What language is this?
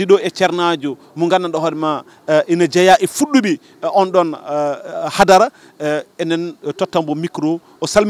Fula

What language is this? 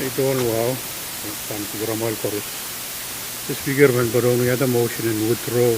Pohnpeian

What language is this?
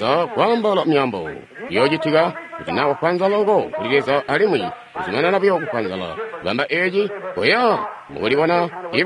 Tonga (Zambia)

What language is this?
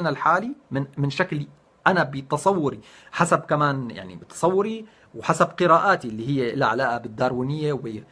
North Levantine Arabic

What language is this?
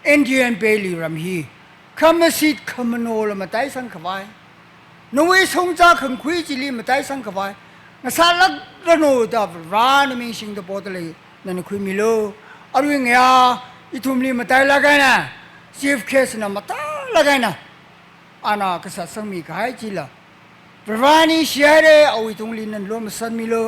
Tangkhul Naga (India)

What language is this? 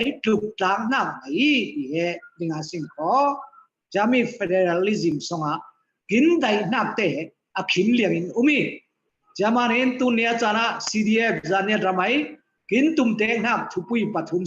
Falam Chin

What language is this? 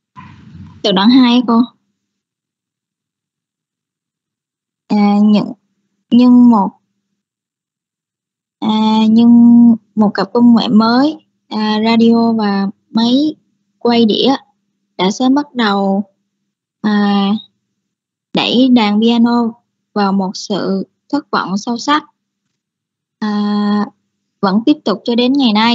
Vietnamese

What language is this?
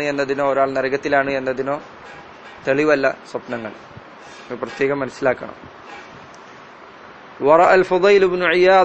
Malayalam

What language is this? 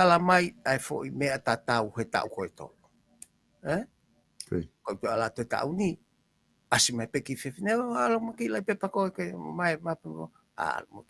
Tongan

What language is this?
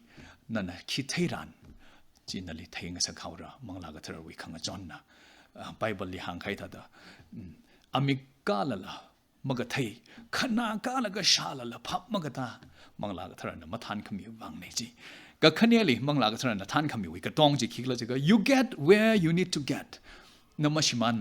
Tangkhul Naga (India)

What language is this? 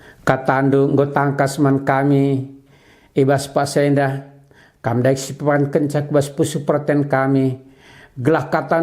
Batak Karo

